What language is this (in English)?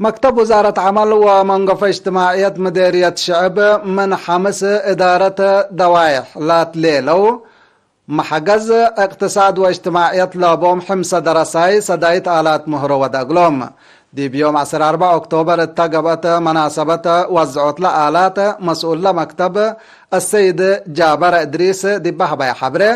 Tigre